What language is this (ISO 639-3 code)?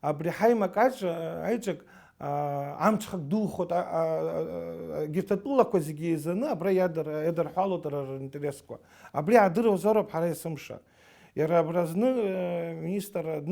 abk